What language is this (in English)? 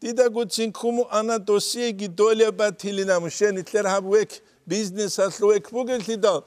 Avaric